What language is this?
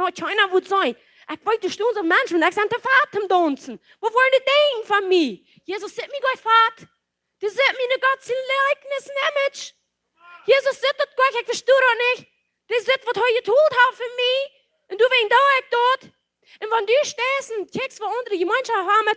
Plautdietsch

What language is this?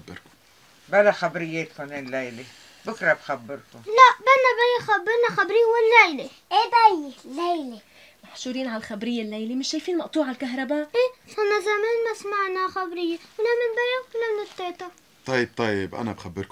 North Levantine Arabic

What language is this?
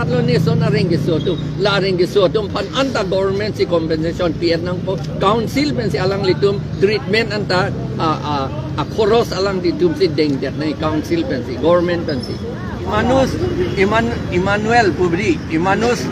Karbi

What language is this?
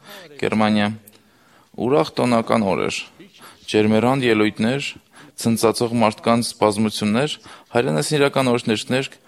Armenian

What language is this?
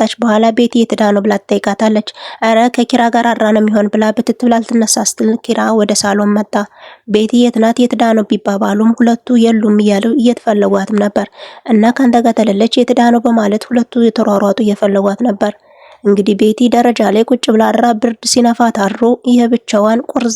Amharic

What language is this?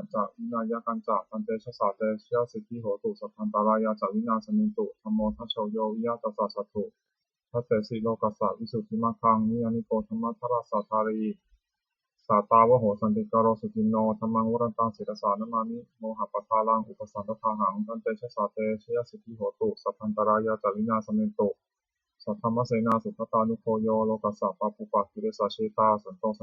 Pali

